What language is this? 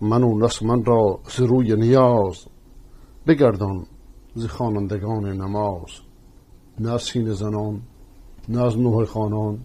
Persian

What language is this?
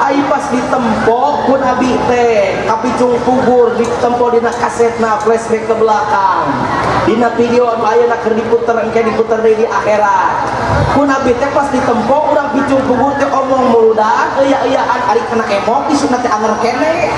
Sundanese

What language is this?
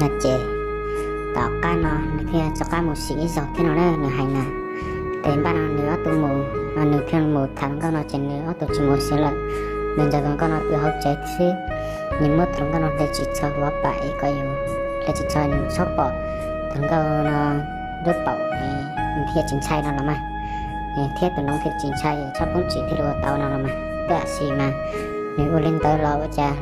Hmong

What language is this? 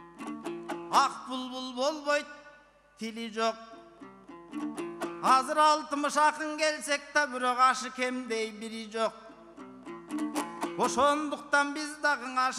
Kyrgyz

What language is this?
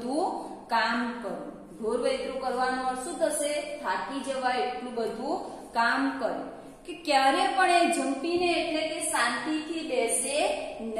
Gujarati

